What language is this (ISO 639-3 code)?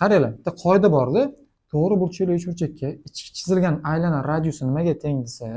uzb